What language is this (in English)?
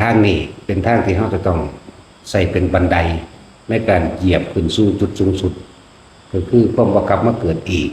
Northeastern Thai